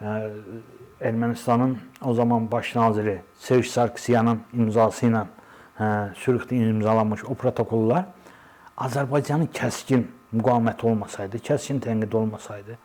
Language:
Azerbaijani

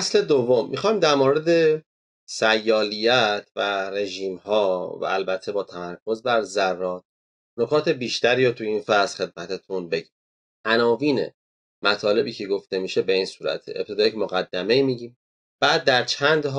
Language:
Persian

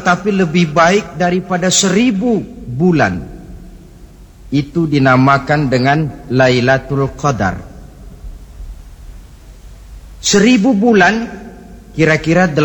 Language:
Indonesian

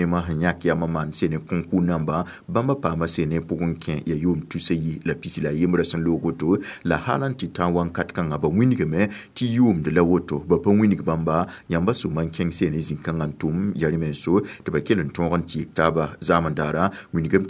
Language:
Mossi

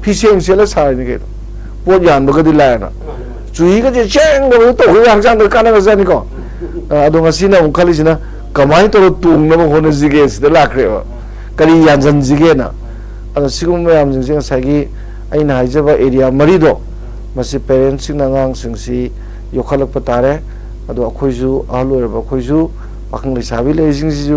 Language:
Manipuri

